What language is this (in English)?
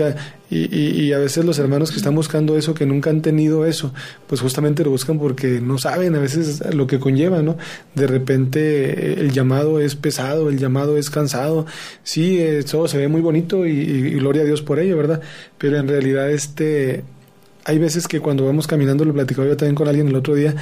Spanish